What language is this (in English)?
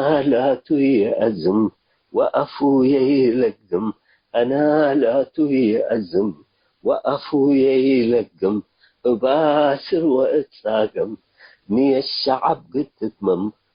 Tigrinya